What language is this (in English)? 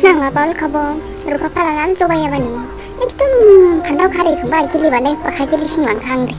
Dimasa